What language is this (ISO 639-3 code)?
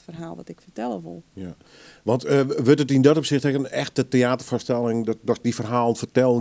fry